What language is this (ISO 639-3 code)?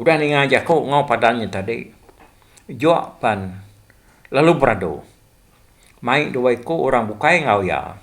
iba